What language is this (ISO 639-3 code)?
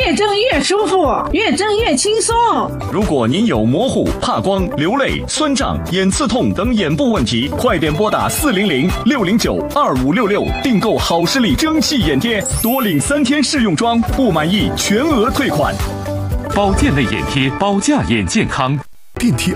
zho